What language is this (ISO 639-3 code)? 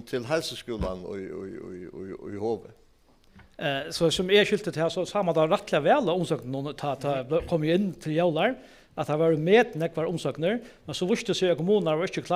fao